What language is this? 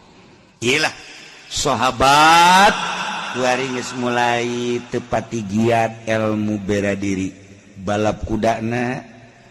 Sundanese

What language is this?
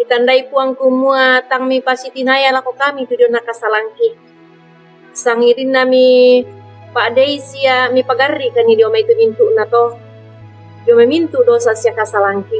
Toraja-Sa'dan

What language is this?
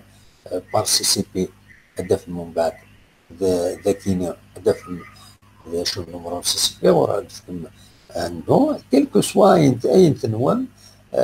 Kabyle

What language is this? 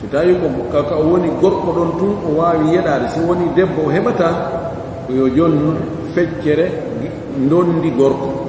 Pular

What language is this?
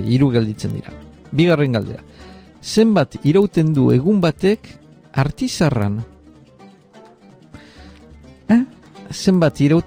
Basque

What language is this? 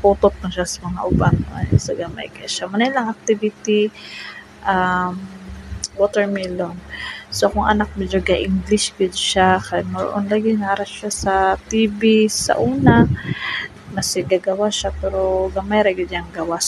Cebuano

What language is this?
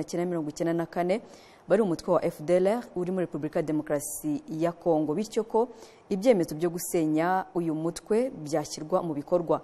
Kinyarwanda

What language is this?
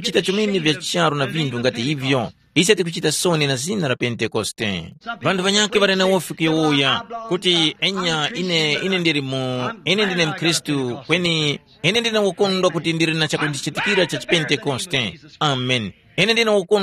Tumbuka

